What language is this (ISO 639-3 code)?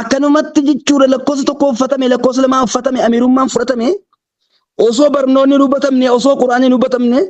orm